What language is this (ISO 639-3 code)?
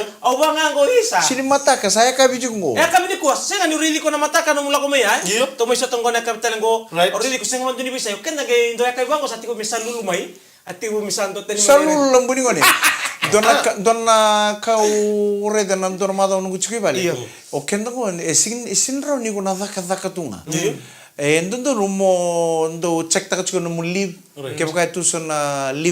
fij